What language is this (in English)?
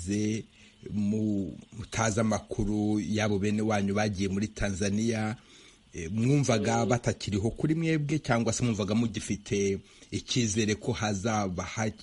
Kinyarwanda